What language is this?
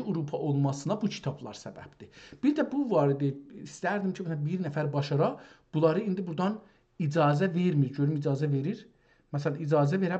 South Azerbaijani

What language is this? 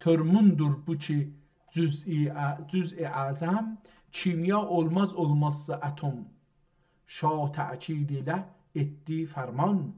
South Azerbaijani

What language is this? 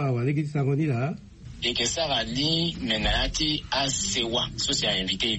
Sango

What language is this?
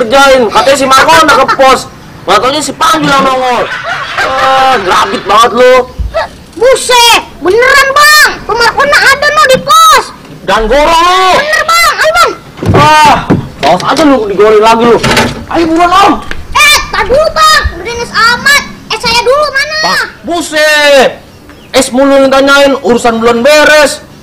Betawi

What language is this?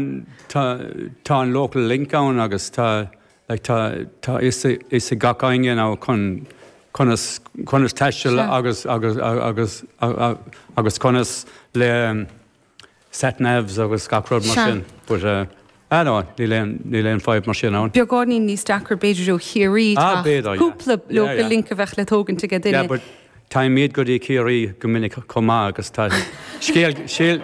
Irish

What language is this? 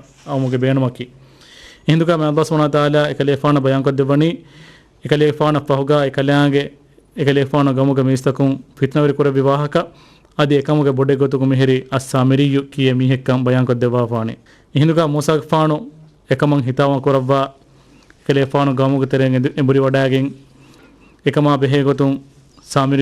Divehi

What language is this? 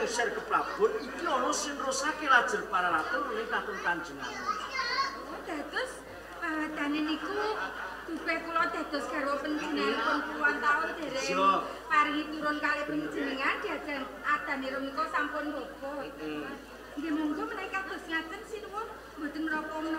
Javanese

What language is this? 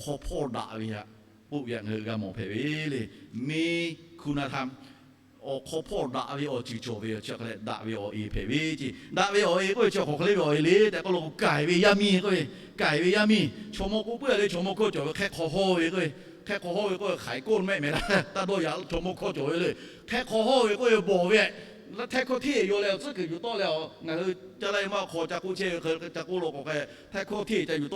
Lahu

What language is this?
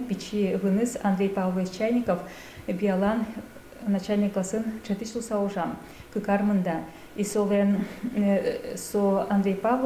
Udmurt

